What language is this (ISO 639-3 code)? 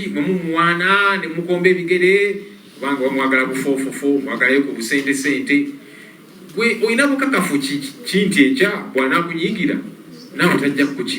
lug